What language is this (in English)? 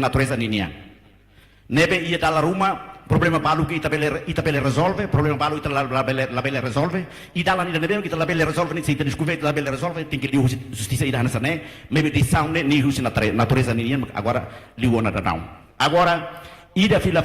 Tetum